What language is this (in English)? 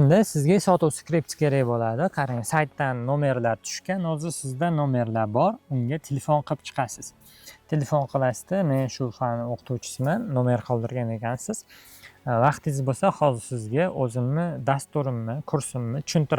Uzbek